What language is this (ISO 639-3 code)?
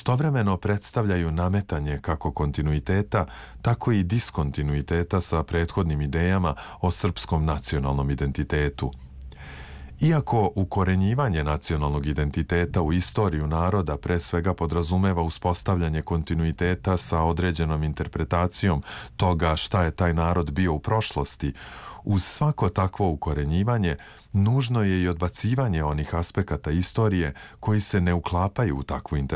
srp